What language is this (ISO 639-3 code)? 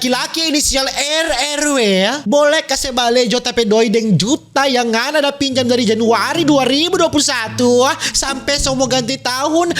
xmm